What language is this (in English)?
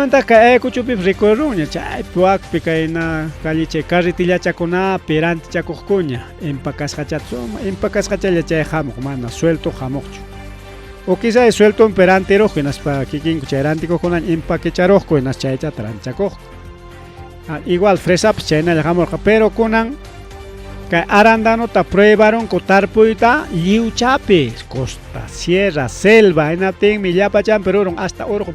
Ayacucho Quechua